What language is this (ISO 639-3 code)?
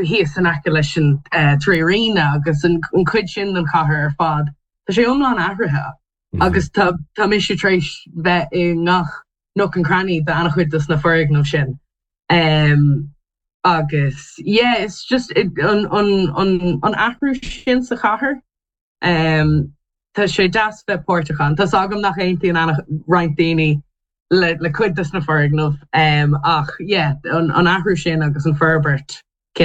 gle